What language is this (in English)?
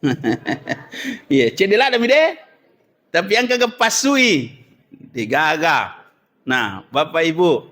Buginese